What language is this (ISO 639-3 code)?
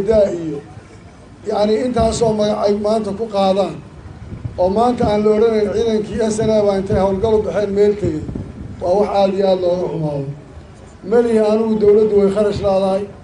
som